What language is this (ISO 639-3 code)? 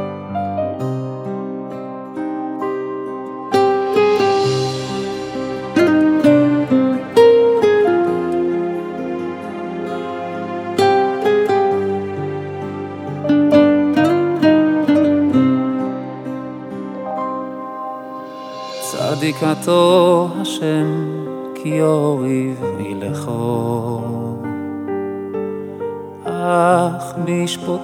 heb